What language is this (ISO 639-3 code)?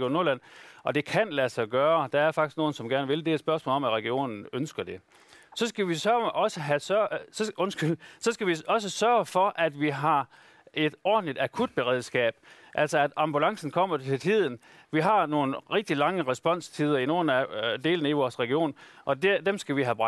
dan